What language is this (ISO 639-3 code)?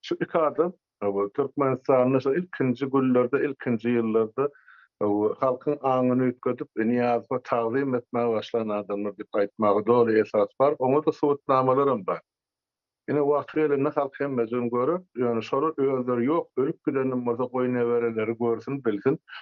tuk